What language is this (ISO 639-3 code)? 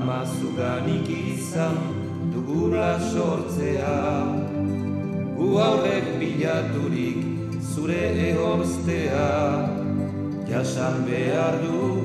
eus